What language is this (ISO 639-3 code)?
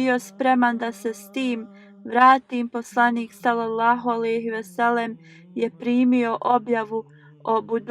bos